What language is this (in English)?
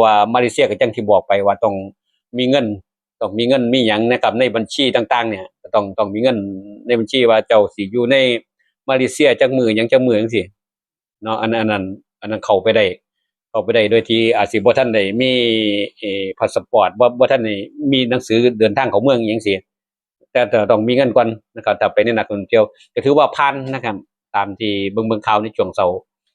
Northeastern Thai